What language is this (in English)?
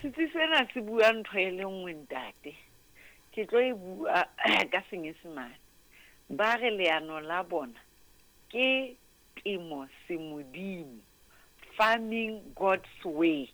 Southern Sotho